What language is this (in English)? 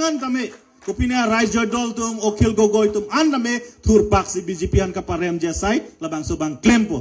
Karbi